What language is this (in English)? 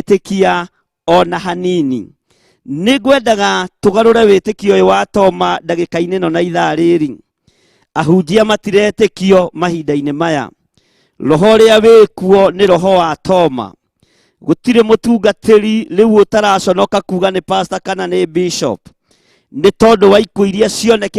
Kikuyu